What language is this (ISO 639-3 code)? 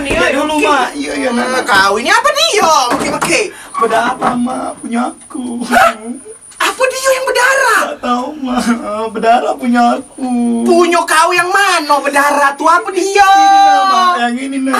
mui